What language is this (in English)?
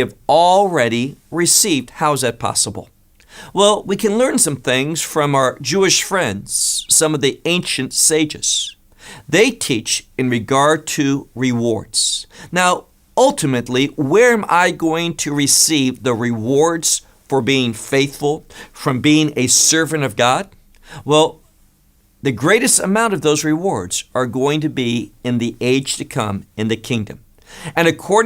English